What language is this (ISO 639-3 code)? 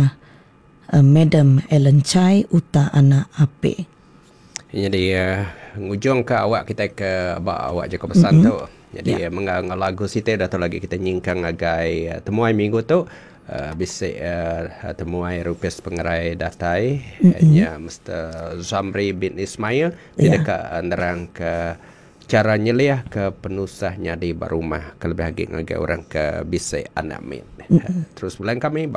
iba